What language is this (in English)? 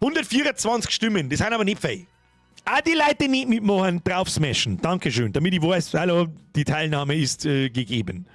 Bavarian